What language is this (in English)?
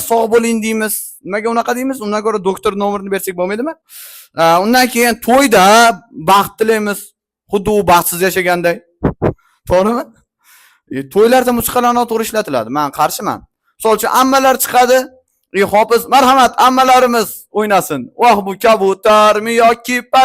Uzbek